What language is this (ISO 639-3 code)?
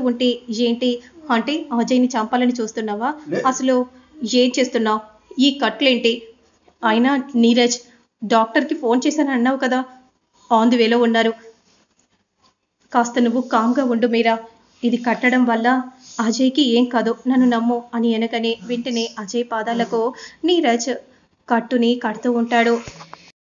tel